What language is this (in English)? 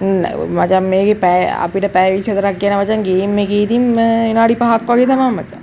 Sinhala